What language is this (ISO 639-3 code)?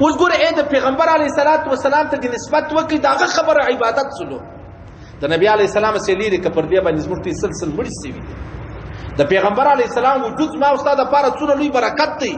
pus